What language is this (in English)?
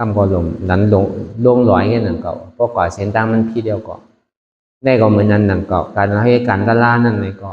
Shan